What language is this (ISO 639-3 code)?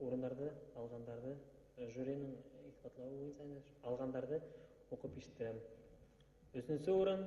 bak